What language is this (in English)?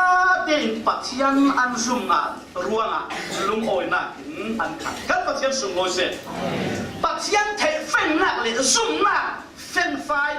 Falam Chin